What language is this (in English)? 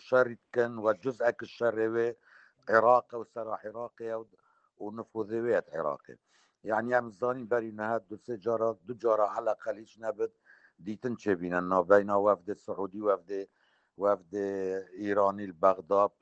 Kurdish